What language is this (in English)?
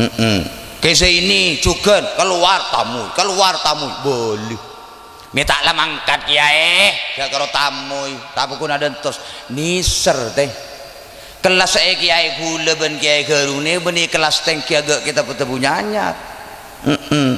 Madurese